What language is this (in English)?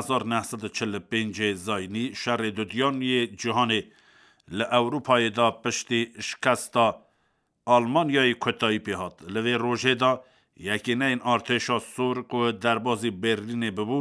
Kurdish